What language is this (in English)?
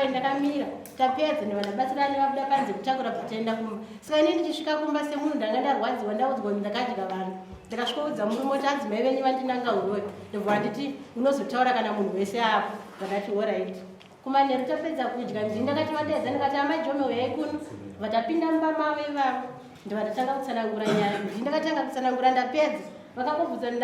Shona